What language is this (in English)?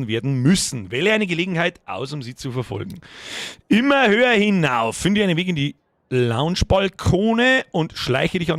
Bavarian